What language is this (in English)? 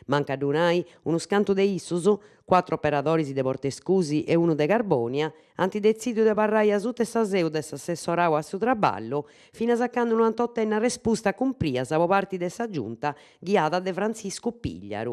Sardinian